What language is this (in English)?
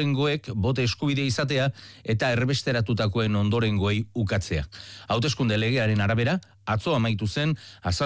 Basque